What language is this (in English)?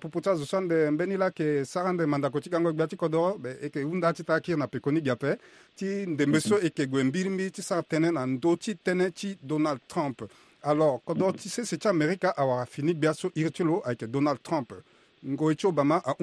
Sango